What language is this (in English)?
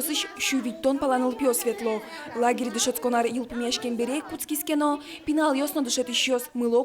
Udmurt